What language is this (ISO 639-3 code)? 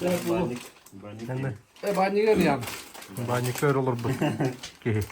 sah